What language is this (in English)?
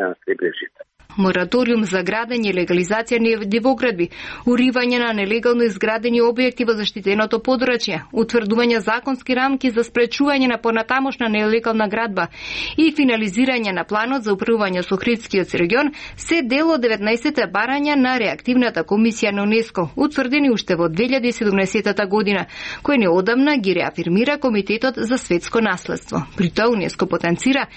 Macedonian